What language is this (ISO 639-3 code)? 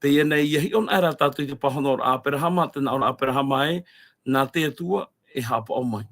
tah